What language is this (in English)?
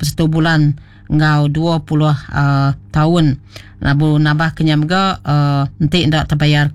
Iban